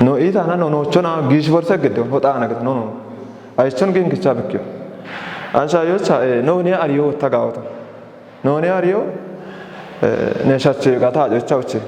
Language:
Kafa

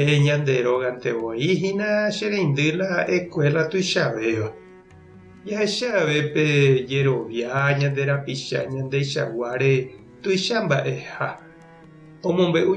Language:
Guarani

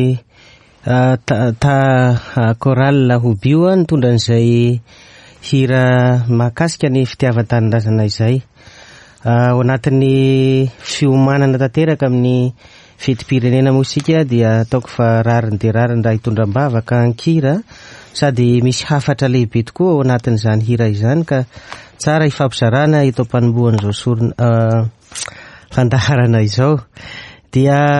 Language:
Malagasy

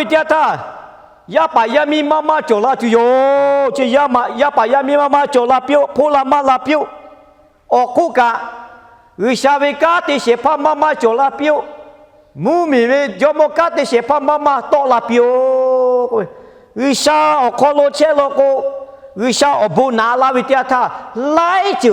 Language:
Lahu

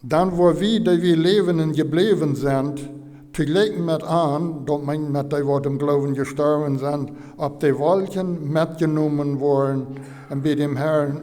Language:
Plautdietsch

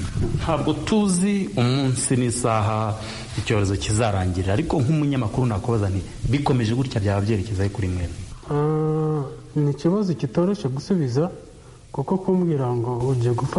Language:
Kinyarwanda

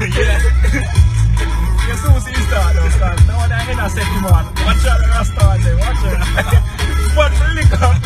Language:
Jamaican Creole English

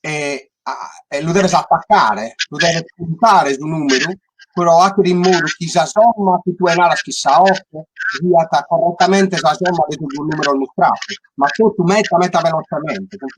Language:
Sardinian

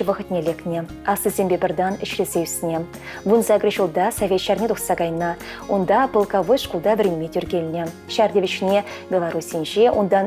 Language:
Chuvash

